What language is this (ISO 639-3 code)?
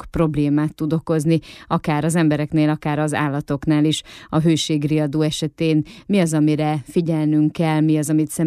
hun